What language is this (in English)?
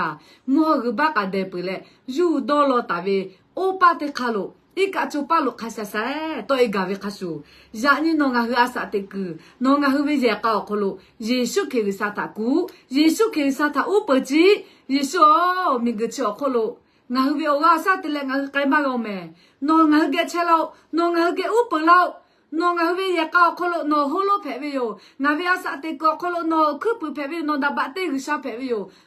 Lahu